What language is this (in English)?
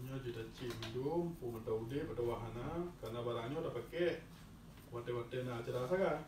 Achinese